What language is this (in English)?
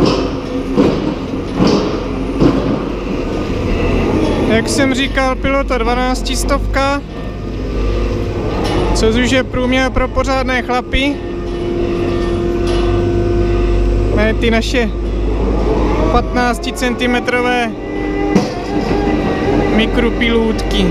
Czech